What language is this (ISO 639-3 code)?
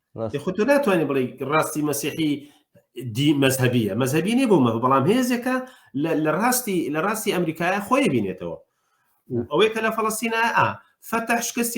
ckb